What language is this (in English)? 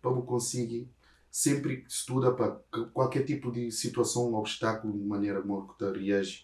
Kabuverdianu